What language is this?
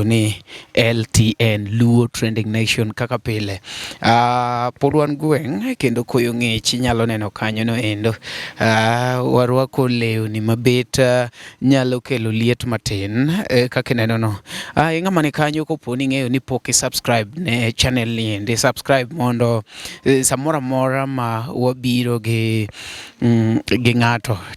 Luo (Kenya and Tanzania)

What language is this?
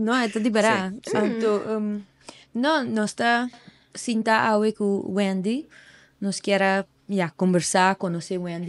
Papiamento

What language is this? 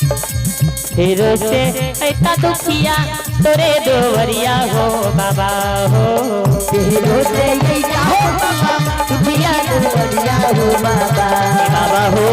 Maithili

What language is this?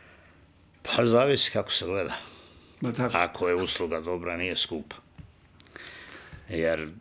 Serbian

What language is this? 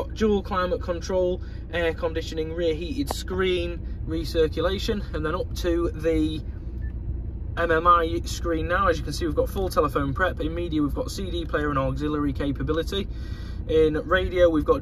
English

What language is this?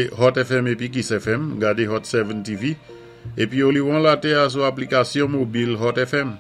Saint Lucian Creole French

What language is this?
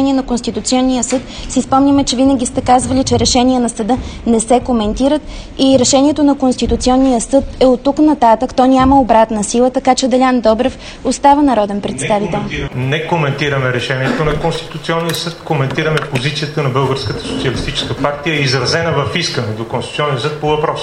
Bulgarian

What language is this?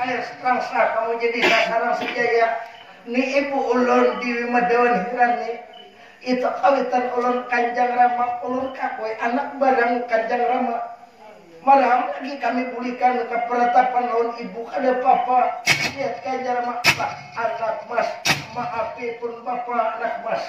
Banjar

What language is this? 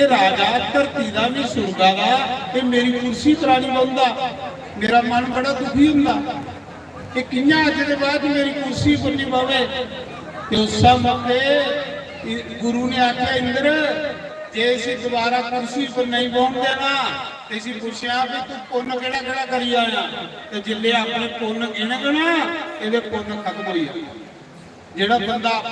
Dogri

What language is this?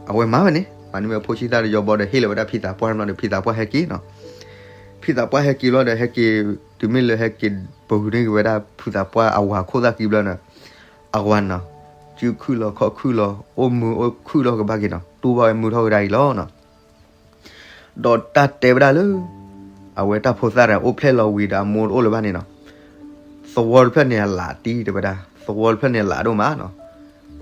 S'gaw Karen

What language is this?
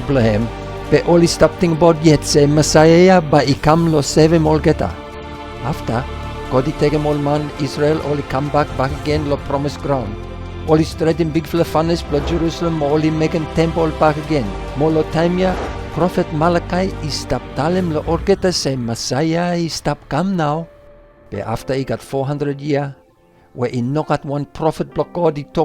Bislama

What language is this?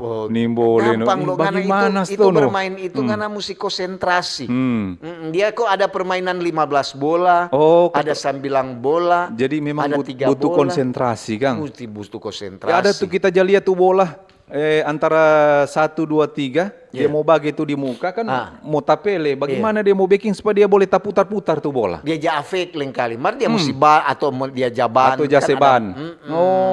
Manado Malay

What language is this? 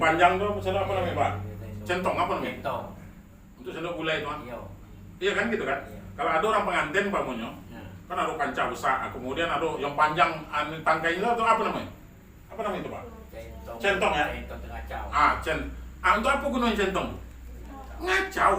Minangkabau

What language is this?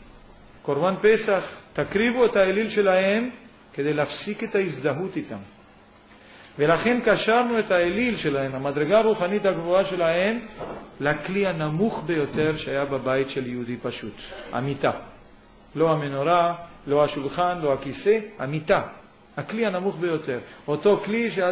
Hebrew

